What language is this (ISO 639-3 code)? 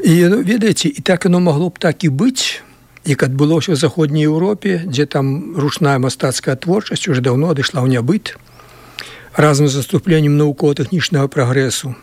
bel